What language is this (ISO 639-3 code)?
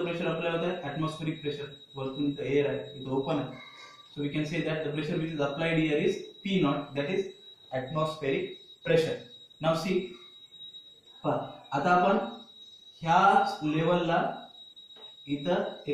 mar